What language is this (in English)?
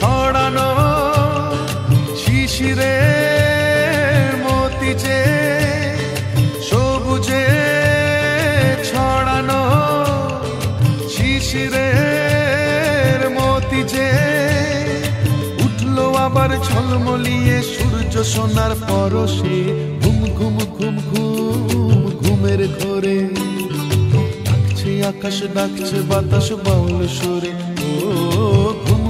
Bangla